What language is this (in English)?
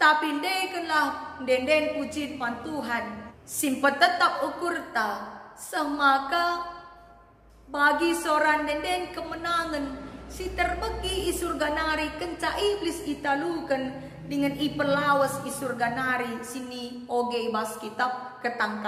Batak Karo